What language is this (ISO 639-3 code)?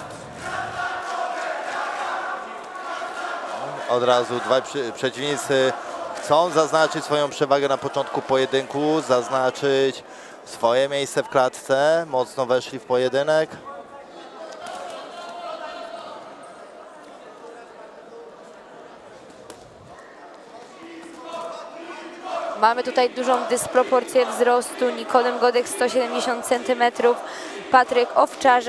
pol